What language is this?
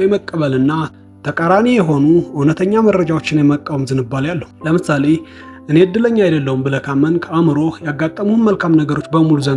Amharic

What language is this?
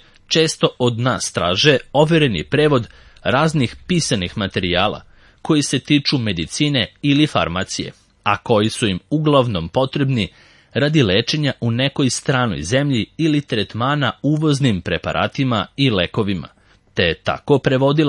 Serbian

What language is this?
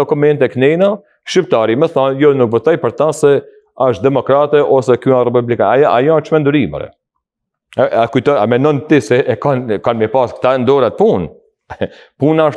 Albanian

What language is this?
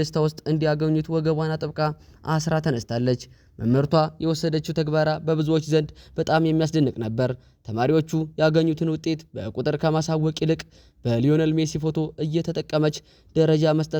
Amharic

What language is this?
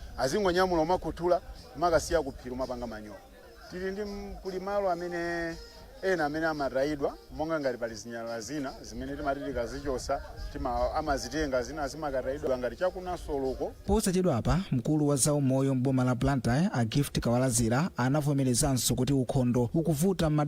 Nyanja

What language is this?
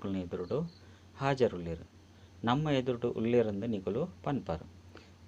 Tulu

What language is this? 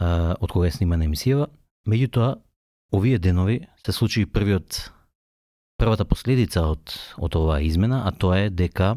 Macedonian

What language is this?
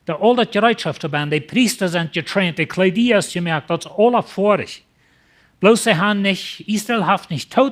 Plautdietsch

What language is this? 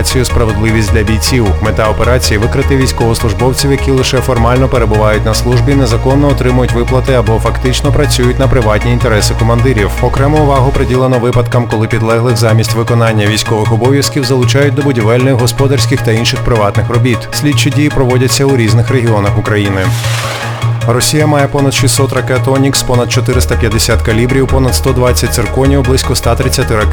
Ukrainian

